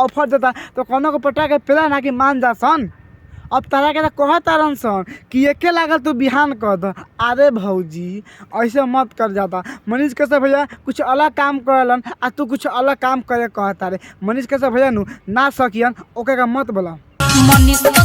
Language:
Bhojpuri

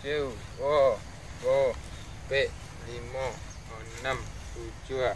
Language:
Minangkabau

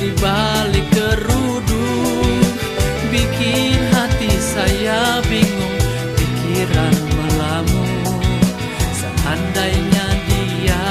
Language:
Betawi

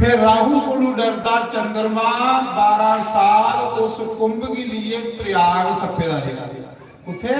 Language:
Dogri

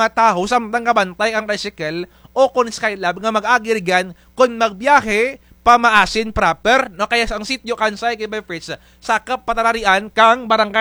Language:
Kinaray-a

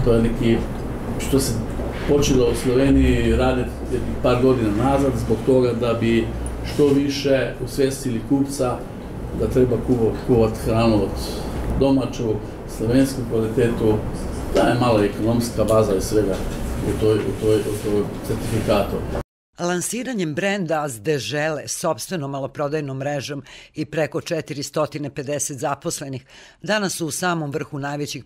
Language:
Serbian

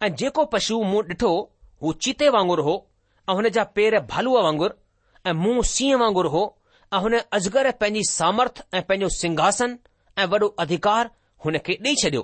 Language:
Sindhi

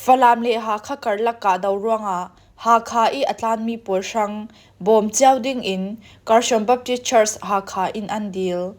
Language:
Falam Chin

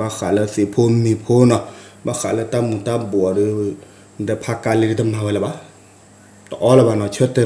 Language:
S'gaw Karen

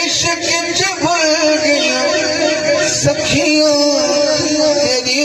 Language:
Saraiki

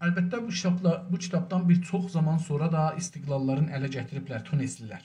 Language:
South Azerbaijani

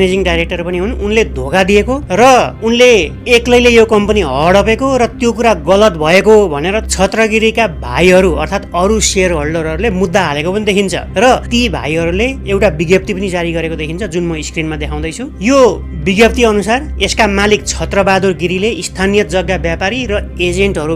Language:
Nepali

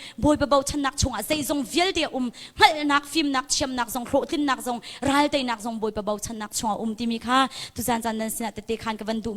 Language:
Hakha Chin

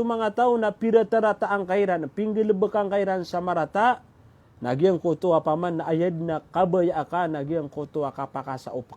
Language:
Maranao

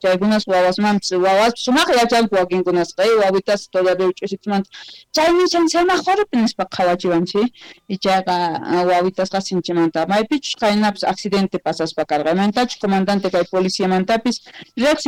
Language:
South Bolivian Quechua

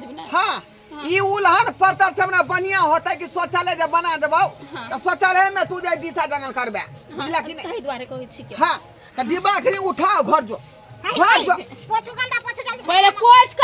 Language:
Maithili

